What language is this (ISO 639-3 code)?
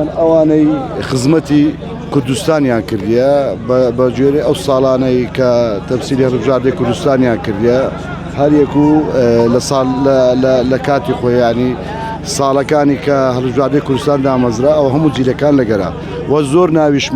ckb